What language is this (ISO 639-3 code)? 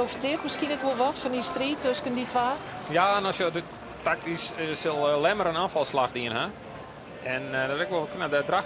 fry